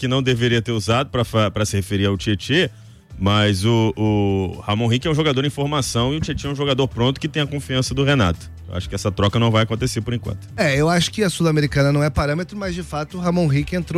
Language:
Portuguese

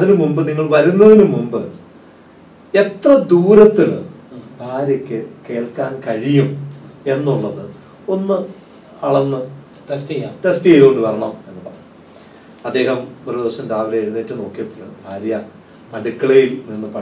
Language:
Malayalam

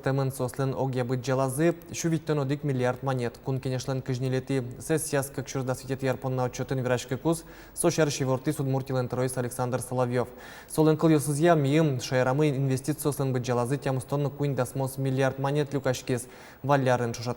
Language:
Udmurt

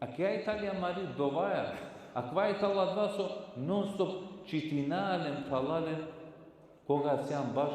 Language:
Balkan Romani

